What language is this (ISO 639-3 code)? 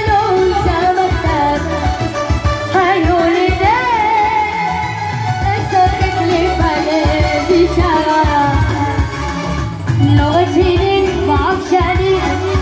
heb